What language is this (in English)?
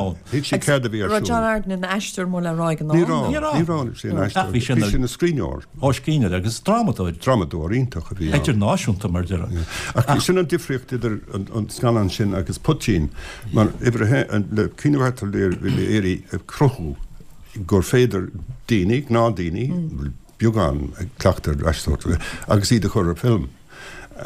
Irish